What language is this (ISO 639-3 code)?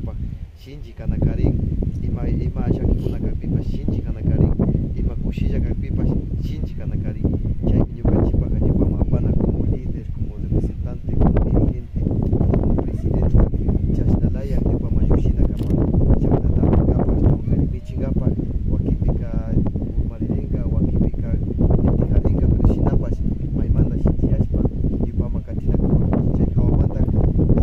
qvi